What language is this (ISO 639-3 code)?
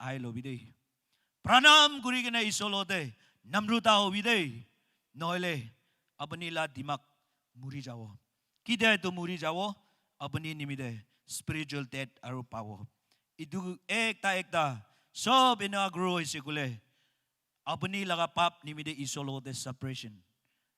nag